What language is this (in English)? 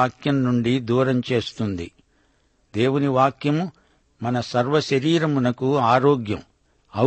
Telugu